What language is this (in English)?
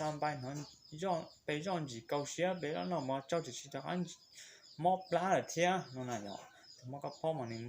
Hmong